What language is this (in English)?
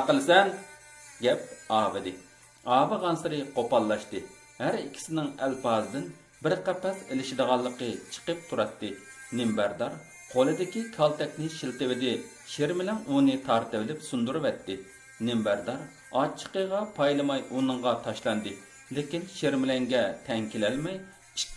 Uyghur